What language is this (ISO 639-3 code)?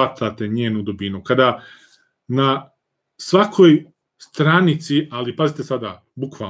srp